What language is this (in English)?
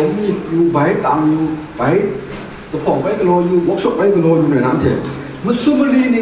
Kachin